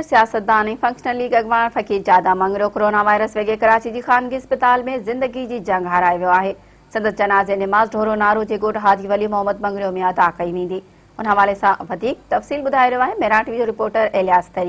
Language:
Sindhi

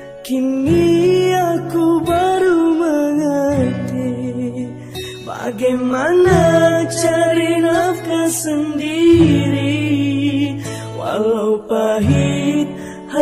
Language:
Indonesian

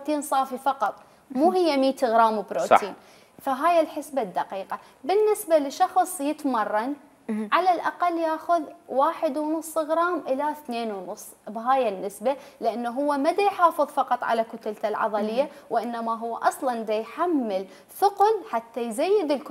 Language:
Mesopotamian Arabic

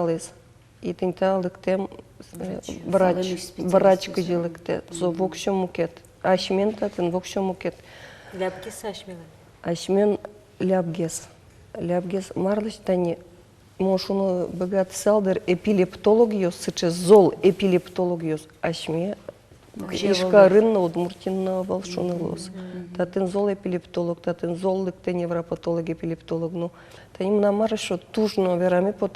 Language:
Udmurt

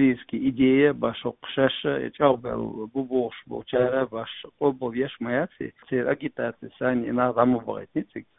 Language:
Chechen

